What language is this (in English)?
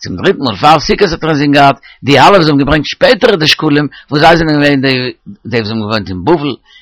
Yiddish